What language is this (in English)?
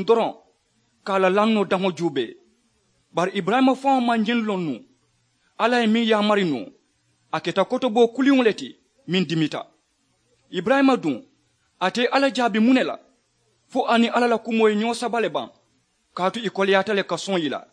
Mandingo